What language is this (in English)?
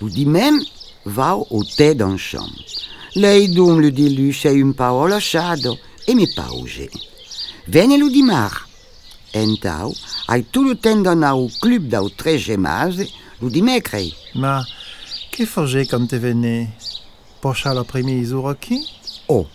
Occitan